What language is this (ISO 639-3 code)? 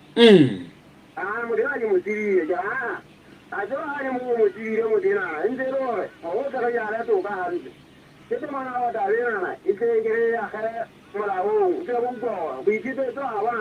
sot